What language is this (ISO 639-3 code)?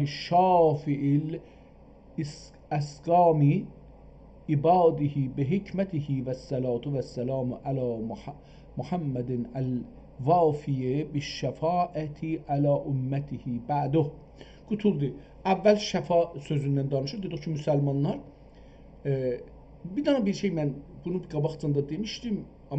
azb